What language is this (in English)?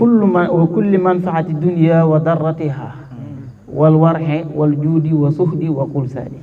Wolof